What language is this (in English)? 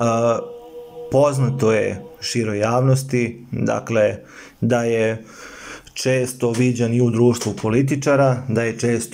Serbian